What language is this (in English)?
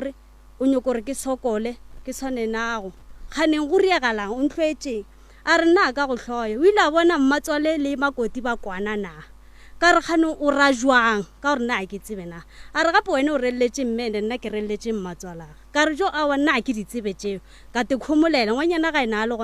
Northern Sotho